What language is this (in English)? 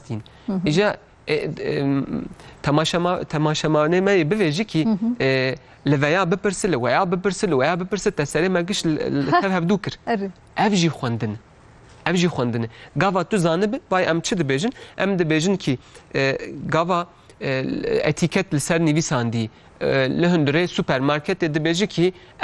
Kurdish